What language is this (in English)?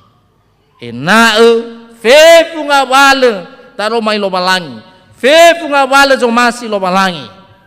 Nias